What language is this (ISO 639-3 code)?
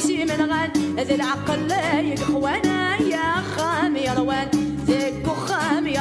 kab